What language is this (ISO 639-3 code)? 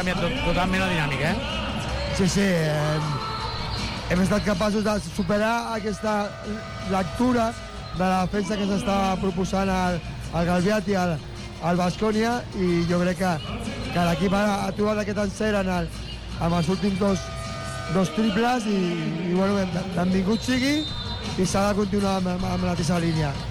cat